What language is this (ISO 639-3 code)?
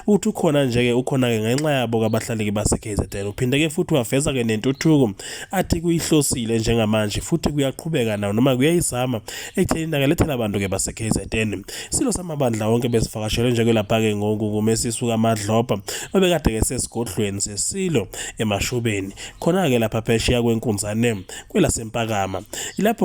zul